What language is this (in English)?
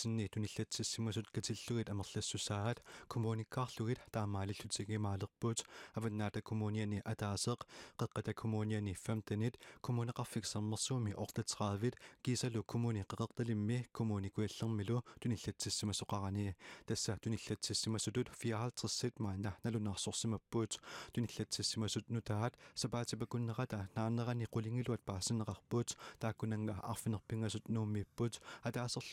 Kalaallisut